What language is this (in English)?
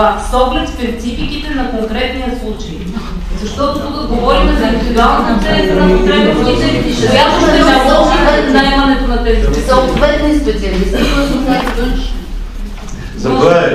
Bulgarian